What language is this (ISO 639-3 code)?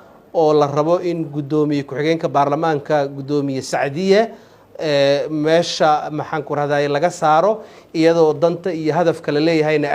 som